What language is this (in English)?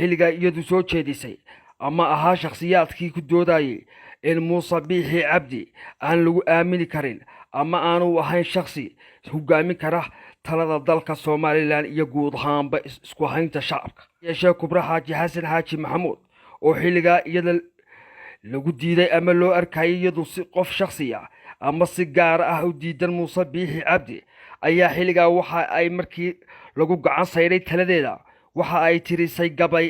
Somali